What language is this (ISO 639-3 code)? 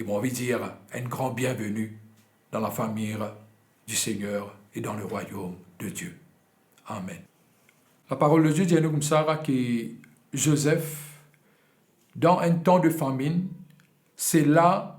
mfe